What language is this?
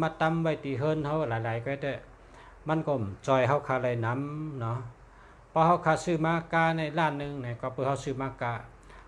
Shan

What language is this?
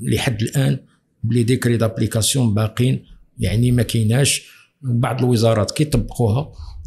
Moroccan Arabic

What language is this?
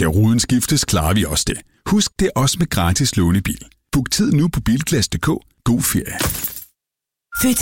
Danish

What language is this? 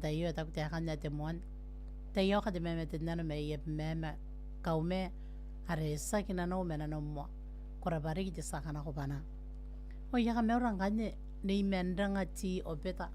Gilbertese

